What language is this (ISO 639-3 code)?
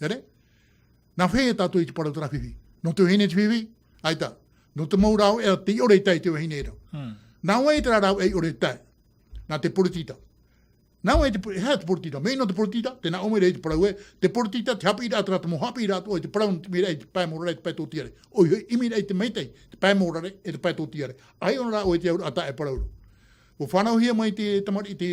tah